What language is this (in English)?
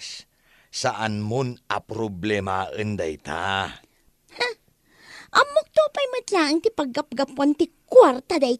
Iloko